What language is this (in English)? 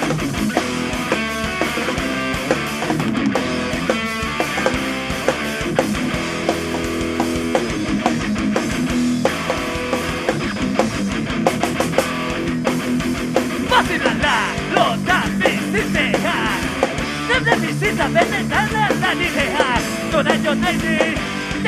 Basque